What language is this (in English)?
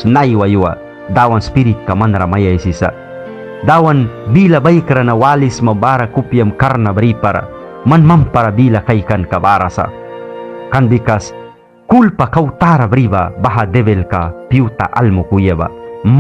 Mískito